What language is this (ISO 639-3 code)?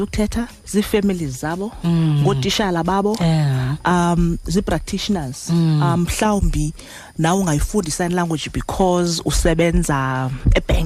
xho